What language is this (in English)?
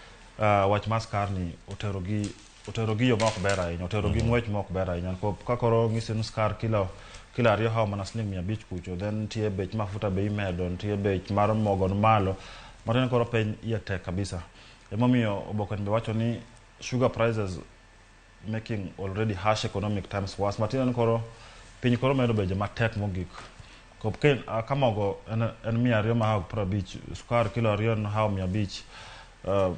Luo (Kenya and Tanzania)